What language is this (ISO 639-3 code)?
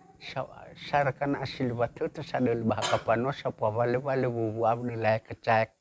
nia